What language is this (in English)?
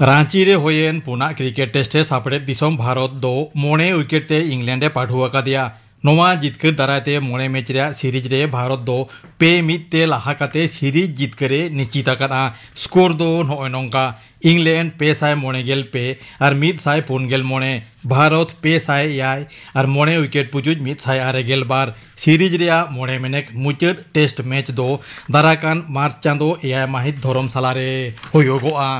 Santali